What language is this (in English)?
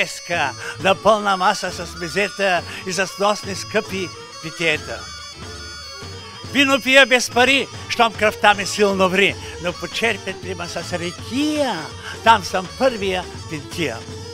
Bulgarian